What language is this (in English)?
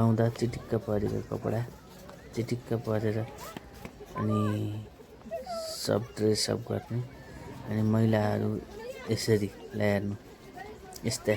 Nepali